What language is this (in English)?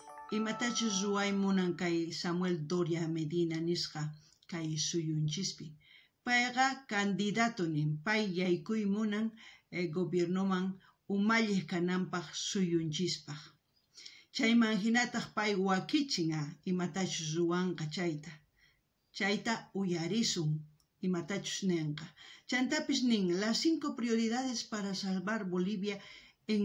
South Bolivian Quechua